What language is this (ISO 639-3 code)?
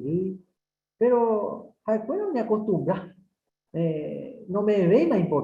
grn